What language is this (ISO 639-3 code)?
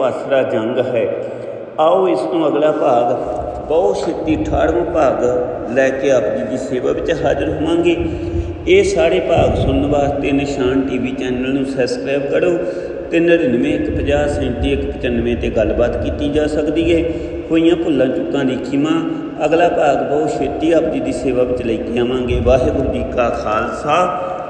pan